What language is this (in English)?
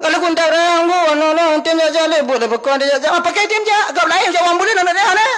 Achinese